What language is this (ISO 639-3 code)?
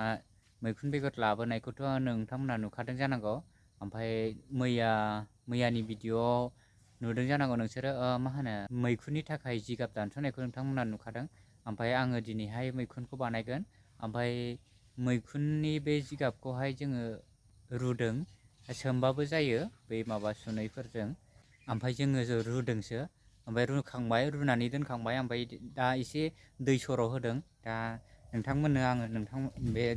brx